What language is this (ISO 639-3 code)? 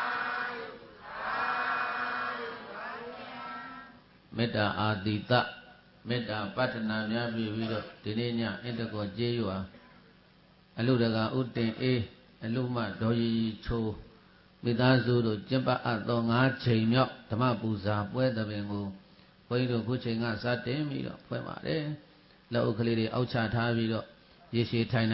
mya